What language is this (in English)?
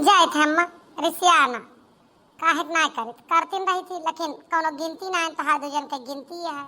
Awadhi